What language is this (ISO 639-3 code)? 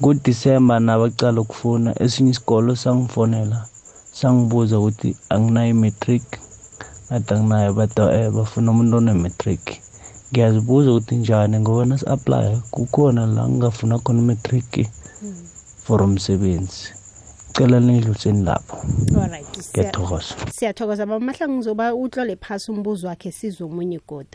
nbl